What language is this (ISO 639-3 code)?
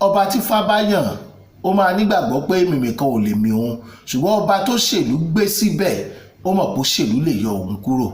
yor